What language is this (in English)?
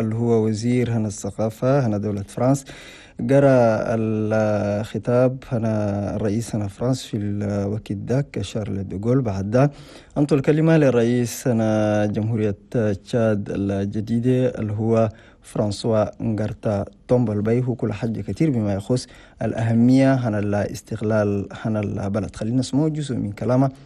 Chadian Arabic